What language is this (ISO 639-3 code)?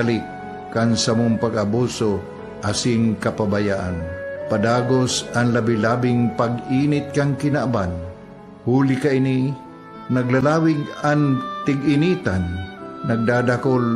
bik